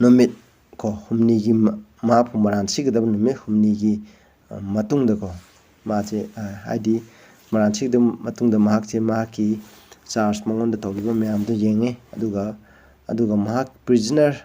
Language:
Manipuri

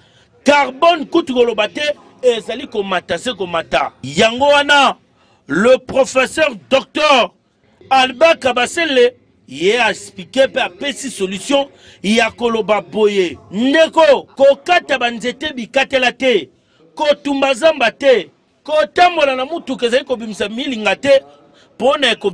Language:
Lingala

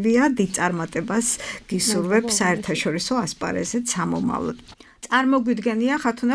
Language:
Georgian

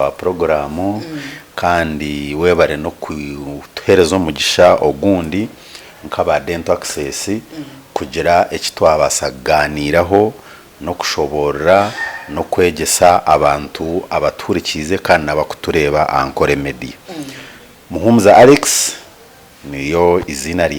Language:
Nyankole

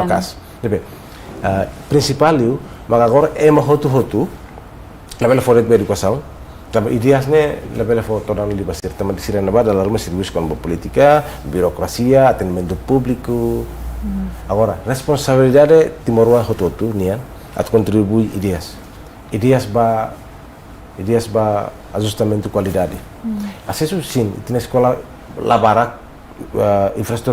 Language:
Tetum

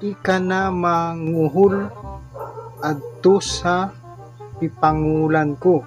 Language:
Bikol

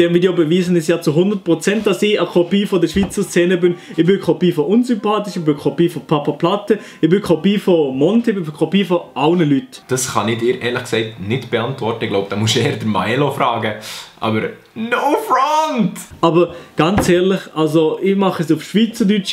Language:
Swiss German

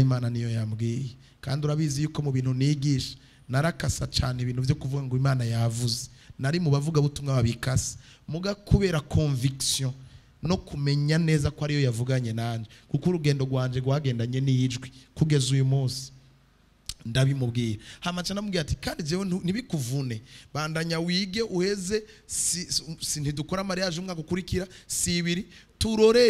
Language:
Rundi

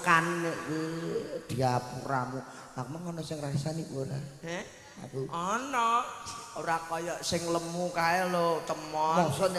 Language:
Javanese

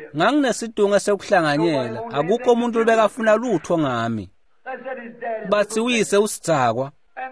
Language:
Swati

